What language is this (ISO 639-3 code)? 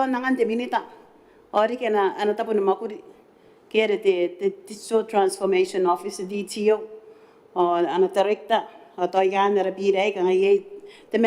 gil